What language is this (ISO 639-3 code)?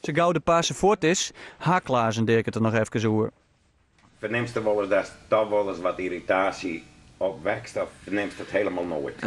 fry